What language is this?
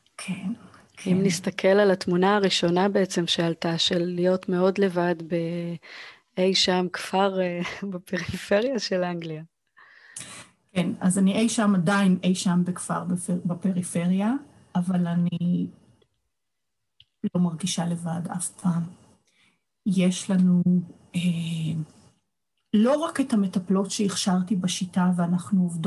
Hebrew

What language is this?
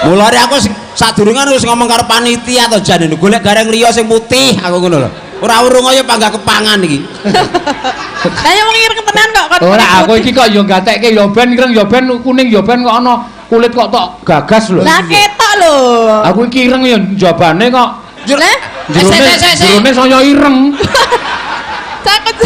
Javanese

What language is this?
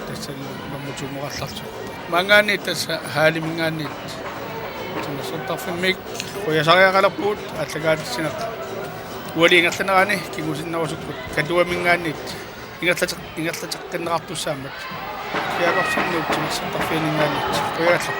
Kalaallisut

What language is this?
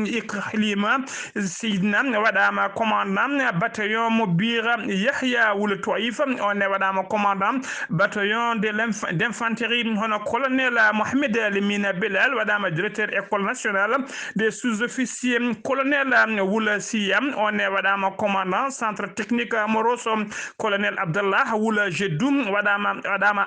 Fula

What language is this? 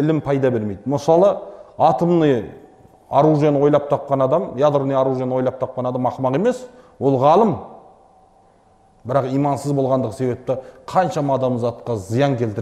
Kazakh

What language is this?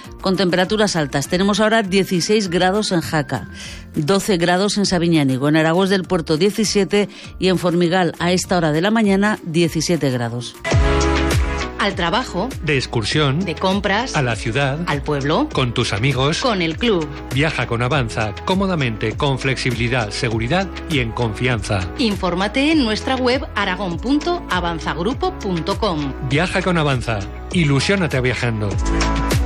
Spanish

